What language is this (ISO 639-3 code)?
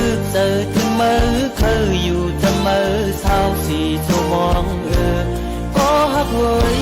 shn